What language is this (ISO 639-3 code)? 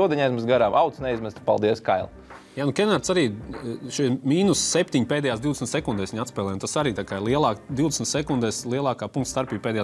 lav